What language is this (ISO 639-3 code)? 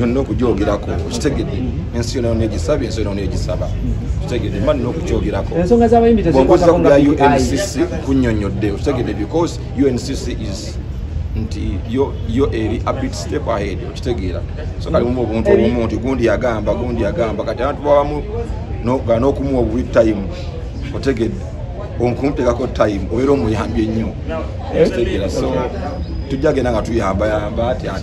lug